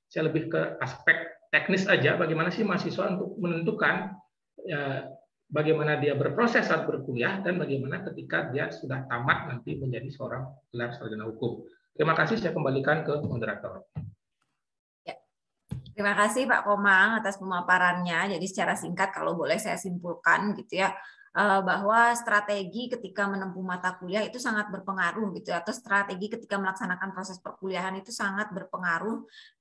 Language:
Indonesian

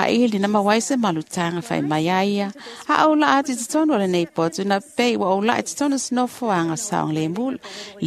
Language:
Samoan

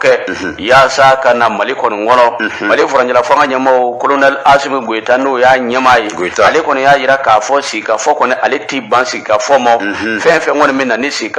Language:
Bambara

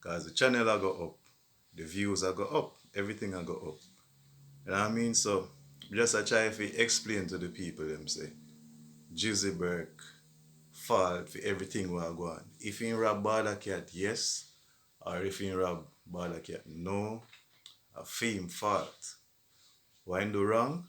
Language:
Jamaican Creole English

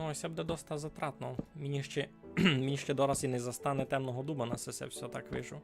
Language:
Rusyn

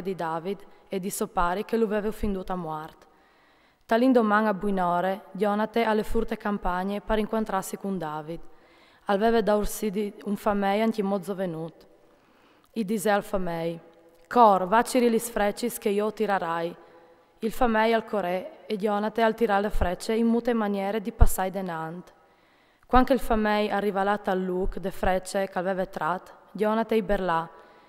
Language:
Friulian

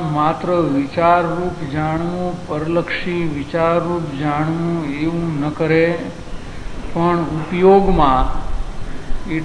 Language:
Gujarati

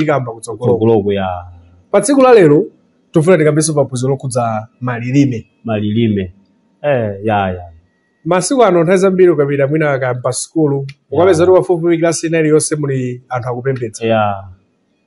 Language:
Nyanja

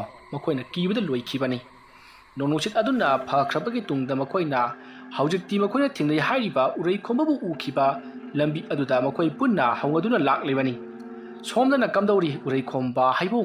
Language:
Manipuri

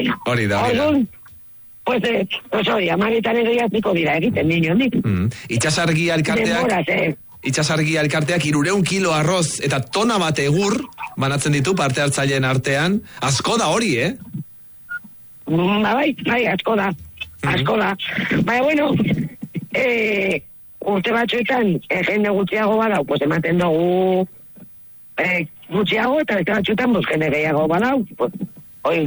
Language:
Basque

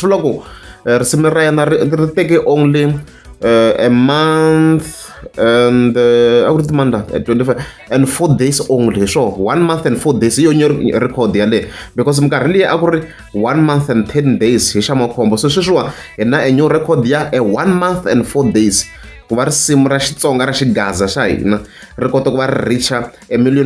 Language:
Tsonga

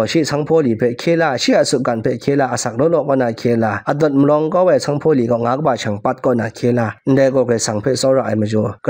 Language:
Kachin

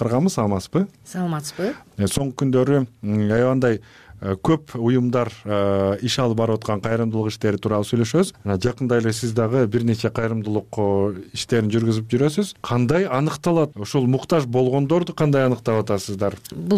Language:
Kyrgyz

